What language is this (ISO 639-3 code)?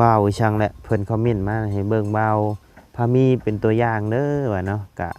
lao